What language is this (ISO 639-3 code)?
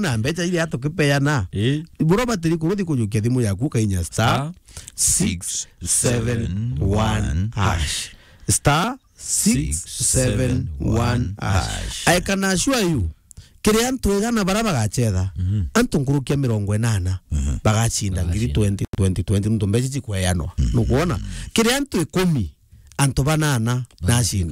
mer